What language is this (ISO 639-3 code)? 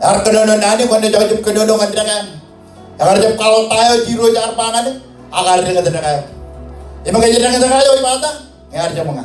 mah